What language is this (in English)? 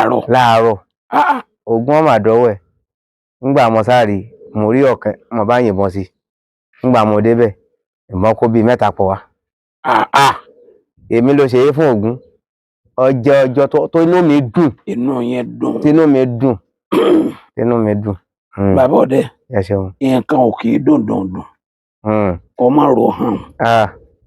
Yoruba